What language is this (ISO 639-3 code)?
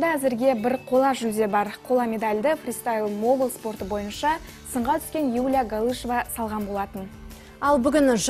kaz